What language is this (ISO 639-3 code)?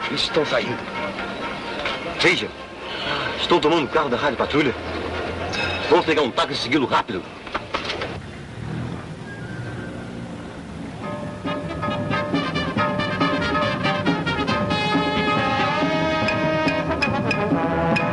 por